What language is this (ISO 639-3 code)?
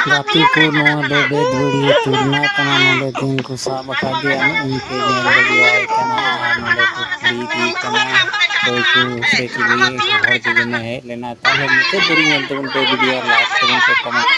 sat